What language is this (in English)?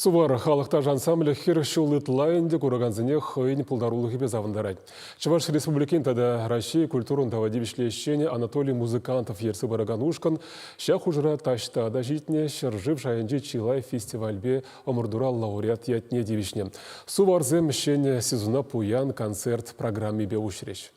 Chuvash